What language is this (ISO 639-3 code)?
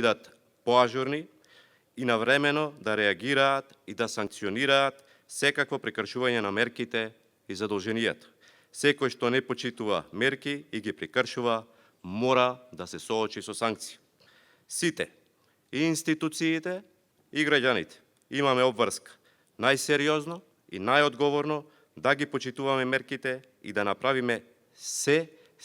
mkd